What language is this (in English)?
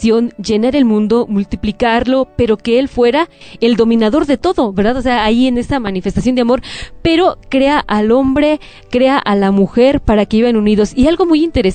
Spanish